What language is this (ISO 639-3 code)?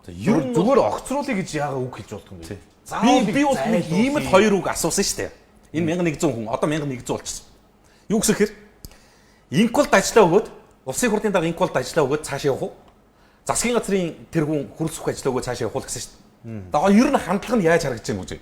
mon